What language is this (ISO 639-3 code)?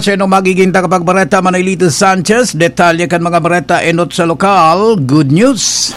bik